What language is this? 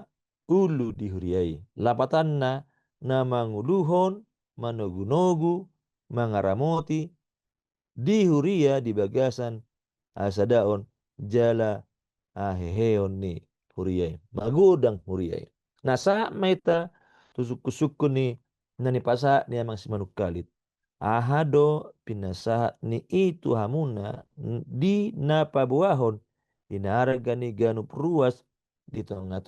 Batak Toba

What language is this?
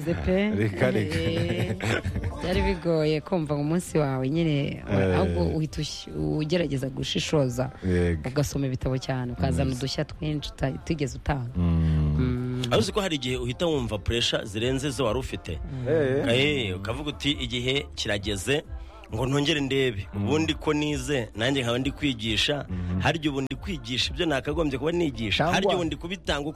Kinyarwanda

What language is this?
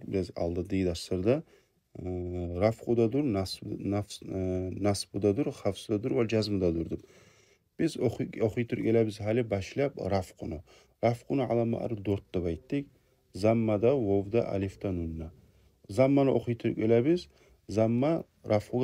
Kumyk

